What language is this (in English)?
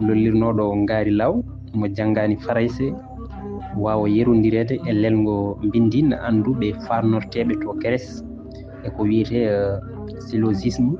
Fula